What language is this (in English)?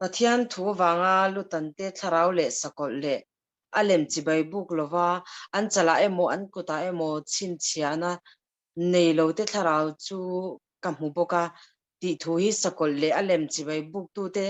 Mizo